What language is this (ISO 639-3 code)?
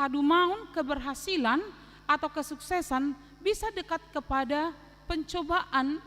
bbc